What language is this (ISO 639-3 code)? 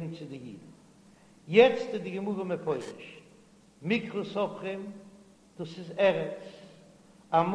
yid